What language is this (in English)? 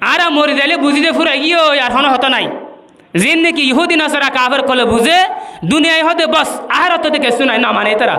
Rohingya